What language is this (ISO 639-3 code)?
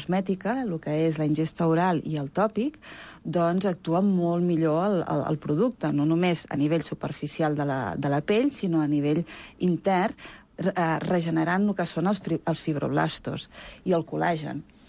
cat